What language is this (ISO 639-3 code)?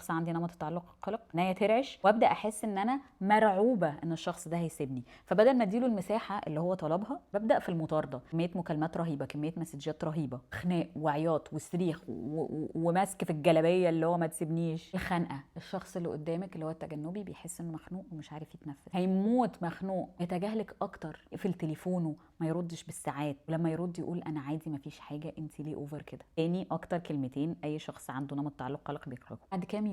arz